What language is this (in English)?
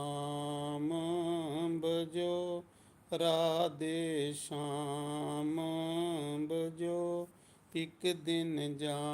Dogri